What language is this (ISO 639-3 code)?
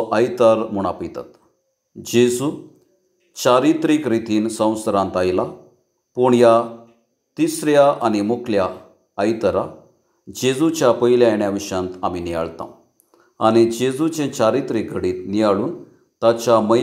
kok